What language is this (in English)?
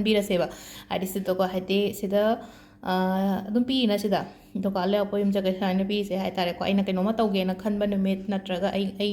Manipuri